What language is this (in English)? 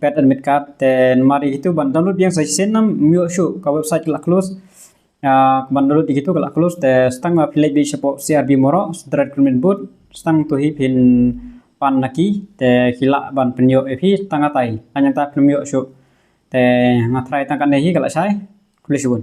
Khasi